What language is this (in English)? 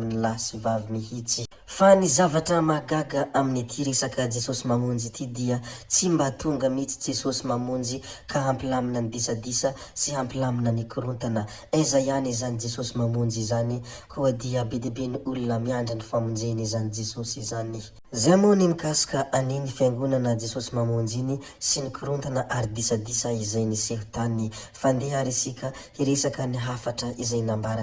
Malagasy